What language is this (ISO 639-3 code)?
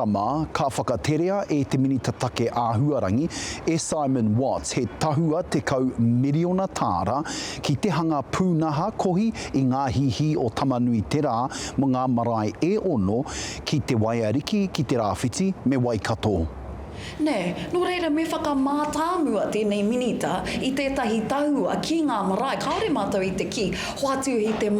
mri